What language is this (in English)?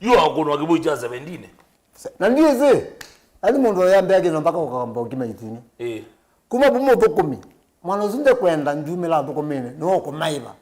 Kamba